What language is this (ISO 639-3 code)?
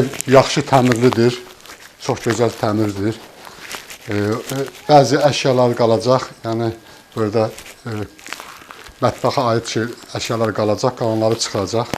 aze